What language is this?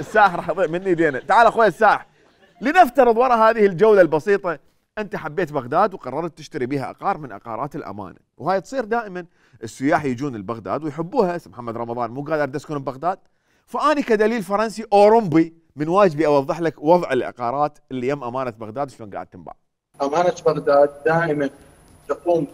Mesopotamian Arabic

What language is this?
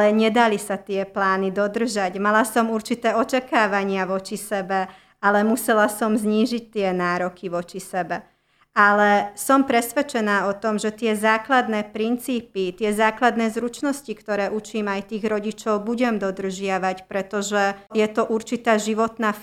Slovak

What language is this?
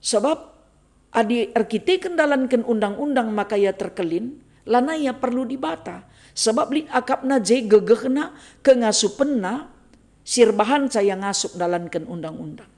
Batak Karo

